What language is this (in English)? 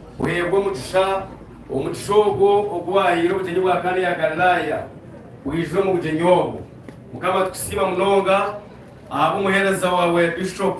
Nyankole